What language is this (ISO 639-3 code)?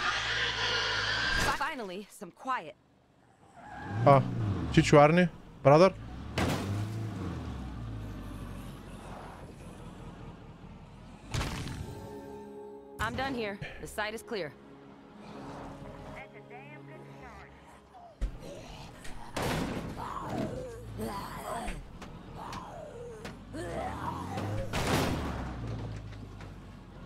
bul